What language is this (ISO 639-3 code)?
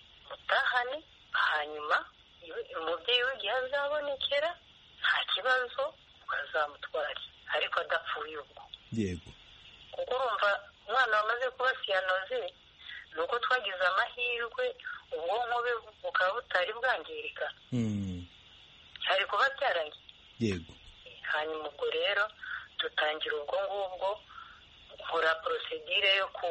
kin